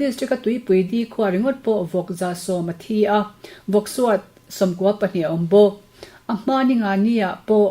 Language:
Mizo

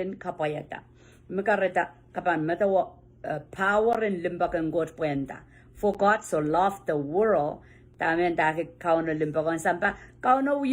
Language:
Pohnpeian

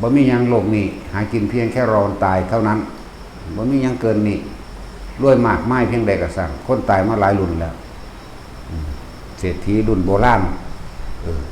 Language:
Northeastern Thai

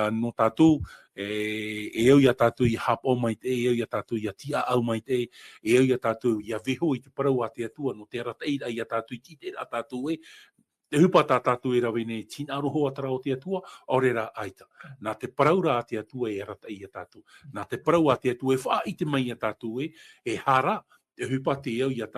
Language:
Tahitian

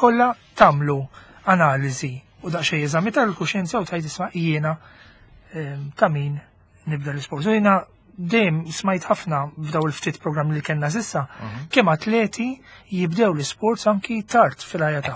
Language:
Maltese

